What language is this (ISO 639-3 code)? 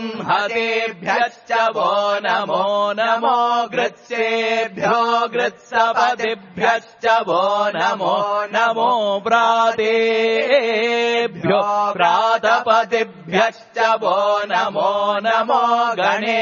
san